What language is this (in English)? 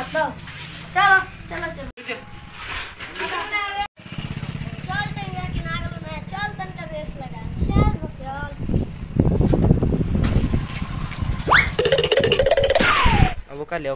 Bhojpuri